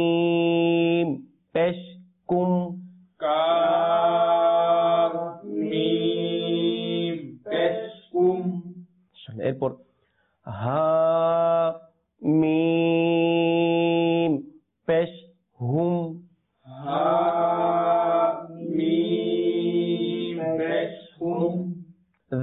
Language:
Bangla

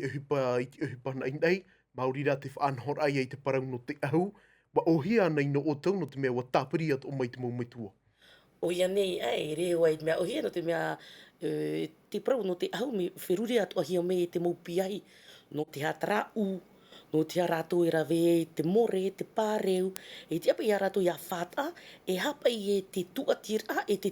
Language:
Tahitian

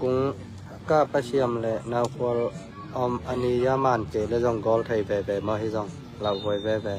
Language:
Tedim Chin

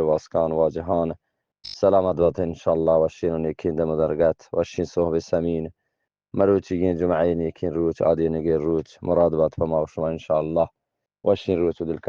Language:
Eastern Balochi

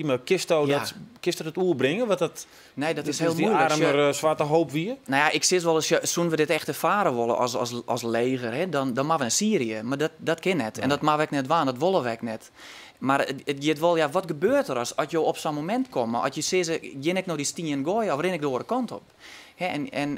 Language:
Western Frisian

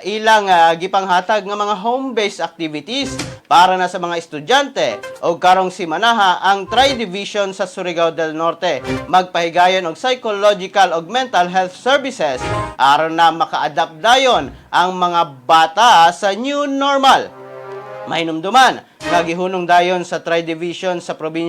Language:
Cebuano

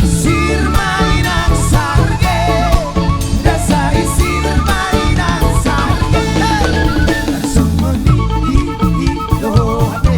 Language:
Batak Toba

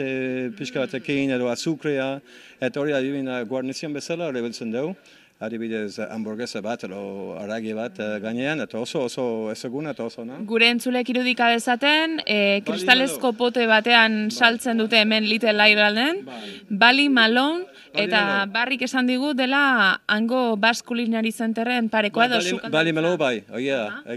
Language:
Basque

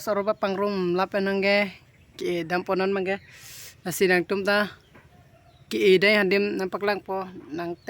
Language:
Karbi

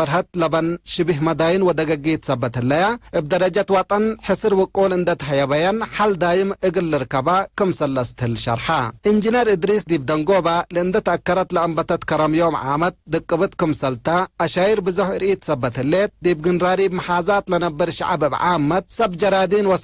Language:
Tigre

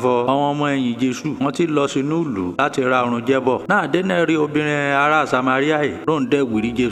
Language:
Yoruba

